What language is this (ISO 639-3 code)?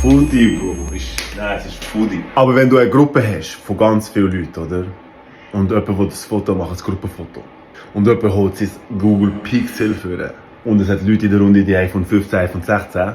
gsw